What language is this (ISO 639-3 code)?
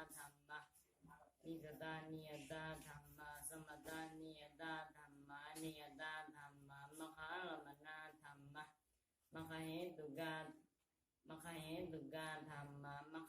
pli